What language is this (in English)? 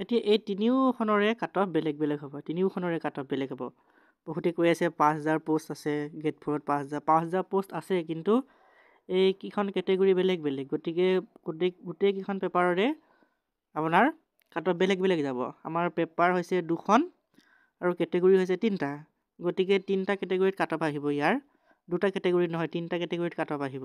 Assamese